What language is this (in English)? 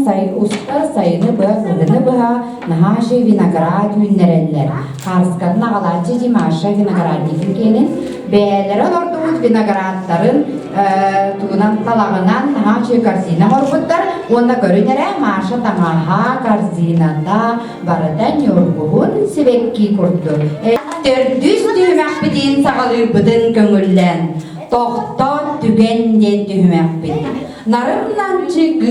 Yakut